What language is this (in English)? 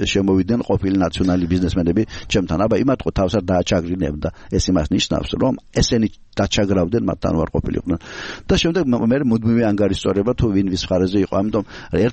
Georgian